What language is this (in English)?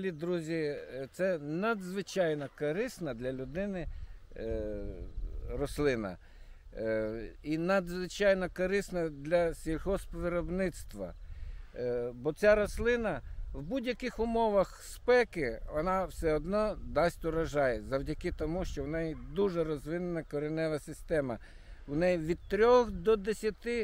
Ukrainian